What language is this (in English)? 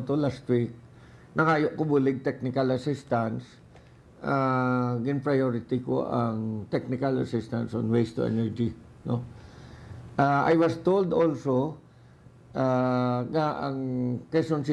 Hiligaynon